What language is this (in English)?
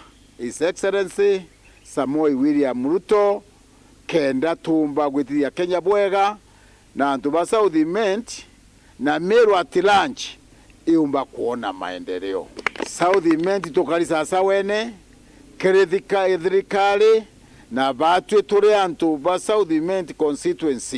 Meru